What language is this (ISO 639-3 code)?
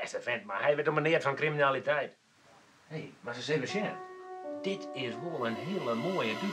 fry